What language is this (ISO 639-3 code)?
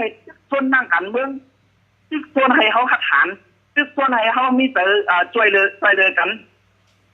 shn